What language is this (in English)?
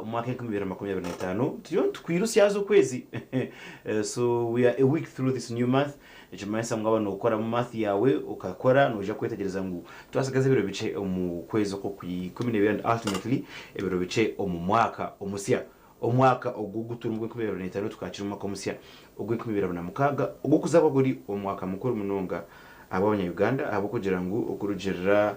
Nyankole